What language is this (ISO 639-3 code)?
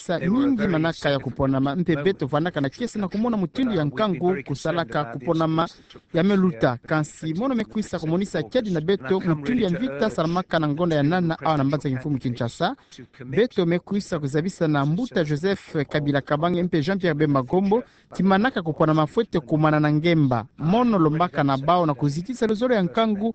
ktu